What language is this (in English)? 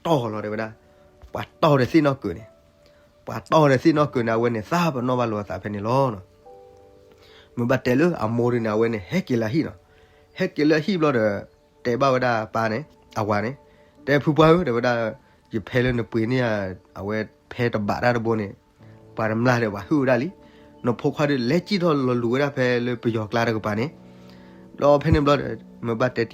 S'gaw Karen